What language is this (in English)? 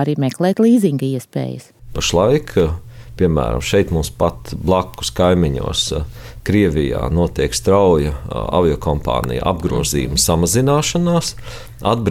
Latvian